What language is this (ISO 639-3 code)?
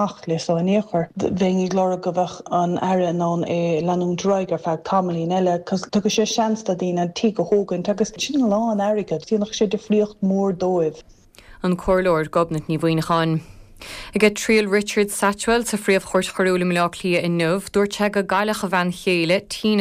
gle